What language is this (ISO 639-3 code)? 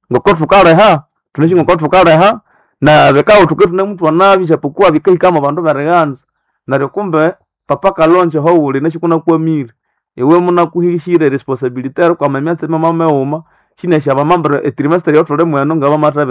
nnb